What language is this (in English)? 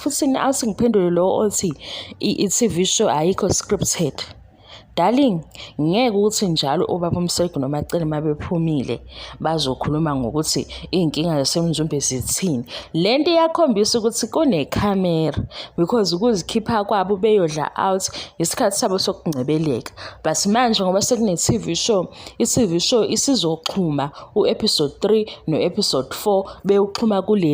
Zulu